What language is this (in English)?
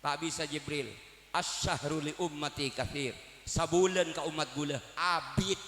Madurese